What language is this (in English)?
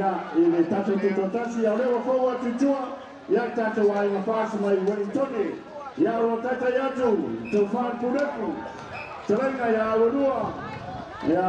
Samoan